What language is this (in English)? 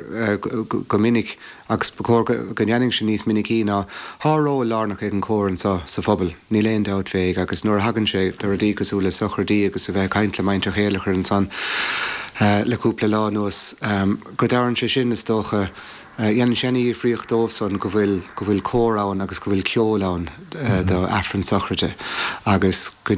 Irish